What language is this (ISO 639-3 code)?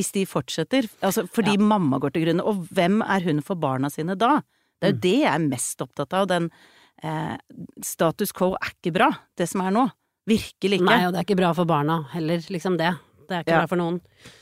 nor